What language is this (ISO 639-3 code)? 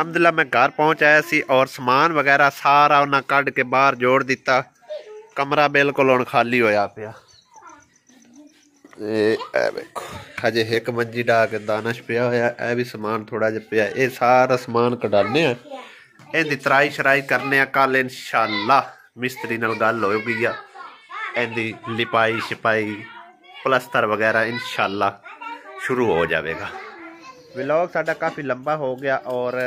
pan